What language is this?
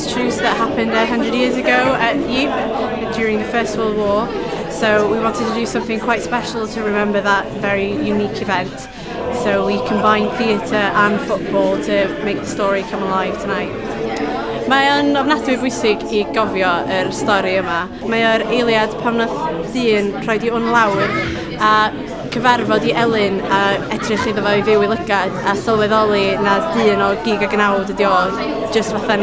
Welsh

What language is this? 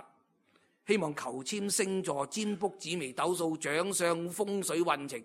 Cantonese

